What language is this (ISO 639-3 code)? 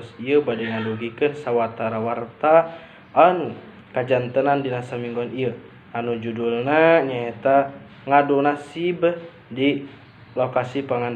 sun